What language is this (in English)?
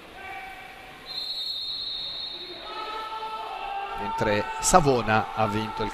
Italian